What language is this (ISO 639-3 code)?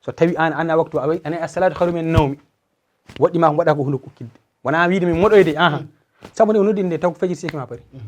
ful